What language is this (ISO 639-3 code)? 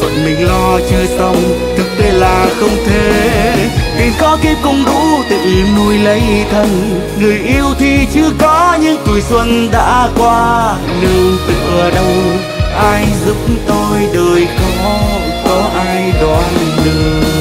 vie